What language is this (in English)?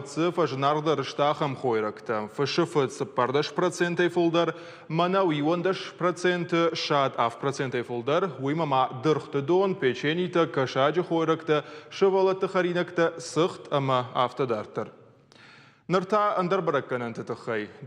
Ossetic